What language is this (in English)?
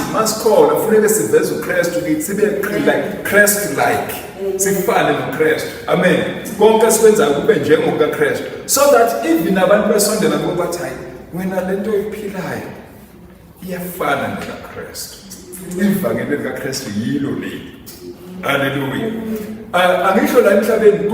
Zulu